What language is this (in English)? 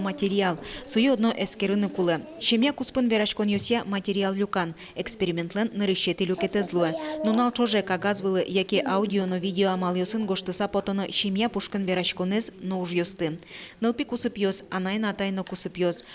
Udmurt